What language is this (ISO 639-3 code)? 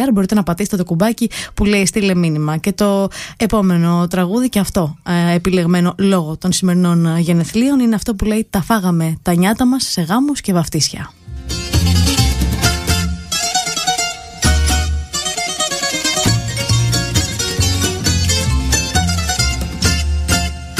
ell